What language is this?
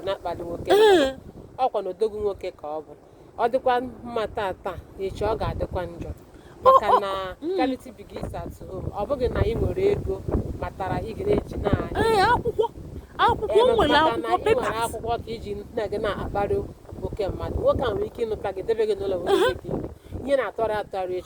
Igbo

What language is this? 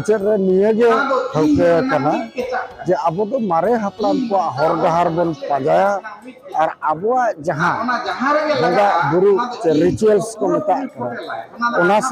Santali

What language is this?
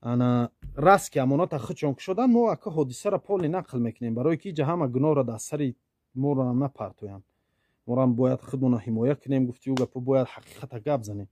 Tajik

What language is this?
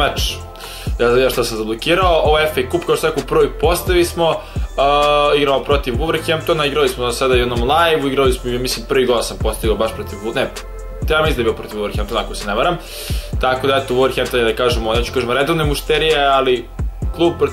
Serbian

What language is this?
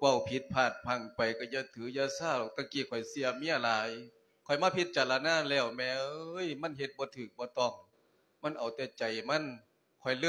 Lao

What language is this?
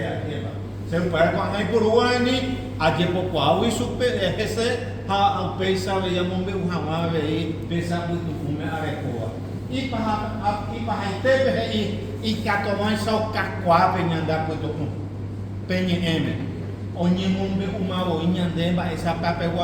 Guarani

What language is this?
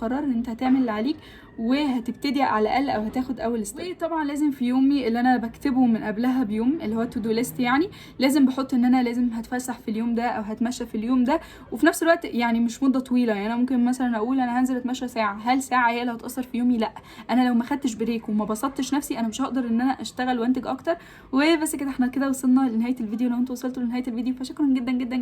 Egyptian Arabic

